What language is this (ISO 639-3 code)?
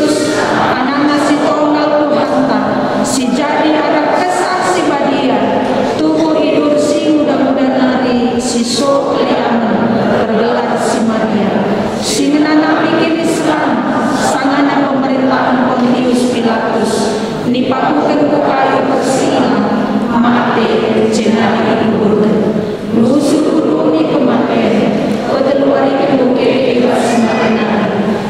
btx